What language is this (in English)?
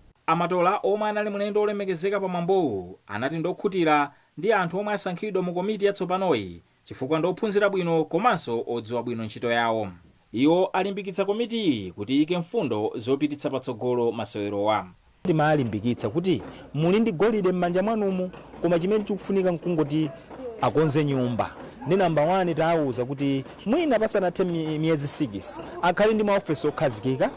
Nyanja